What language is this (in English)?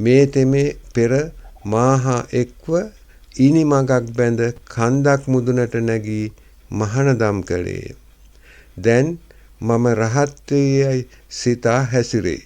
Sinhala